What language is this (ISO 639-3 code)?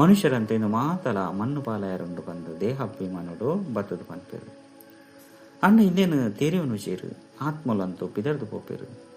tcy